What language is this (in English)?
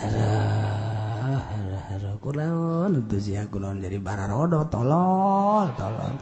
Sundanese